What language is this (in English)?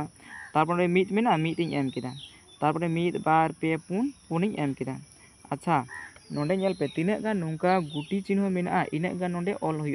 Santali